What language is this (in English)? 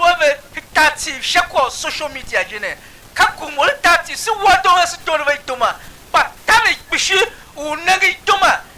Tiv